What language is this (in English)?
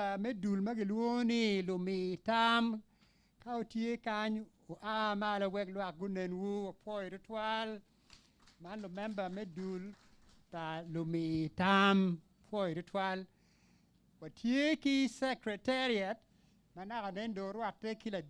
Acoli